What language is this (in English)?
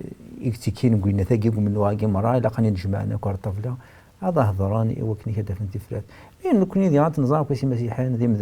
Kabyle